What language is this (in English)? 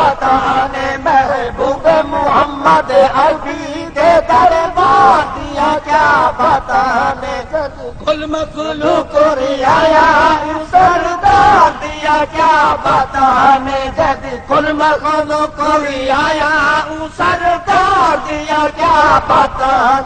Saraiki